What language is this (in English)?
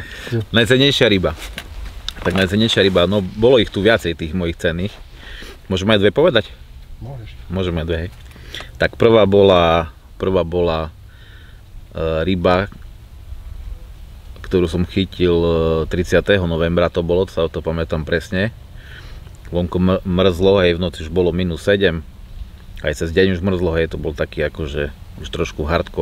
Slovak